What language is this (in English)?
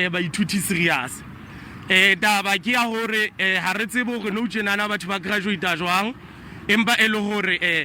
Southern Sotho